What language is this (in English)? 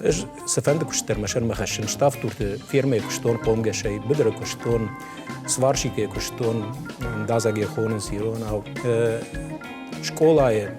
Ossetic